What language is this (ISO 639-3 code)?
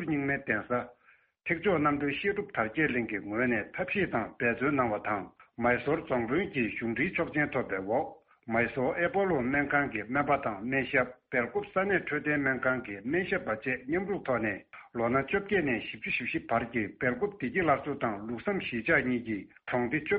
bod